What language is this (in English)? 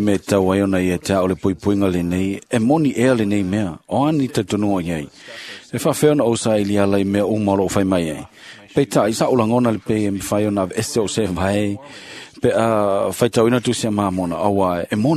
Samoan